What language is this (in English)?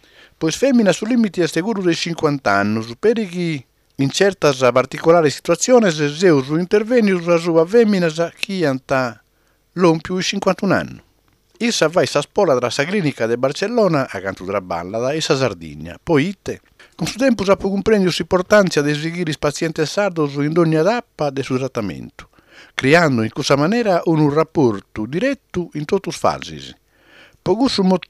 Sardinian